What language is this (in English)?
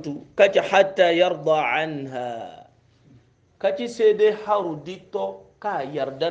Hausa